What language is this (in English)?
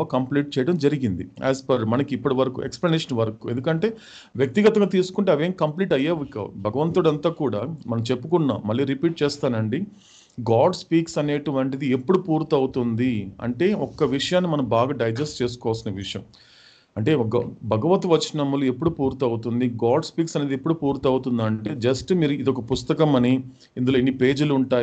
Telugu